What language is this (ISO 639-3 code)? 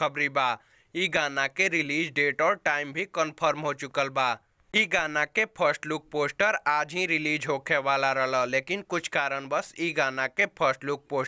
bho